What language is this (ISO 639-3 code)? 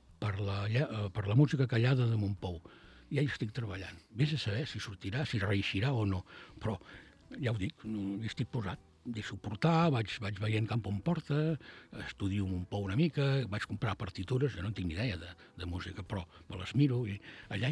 cat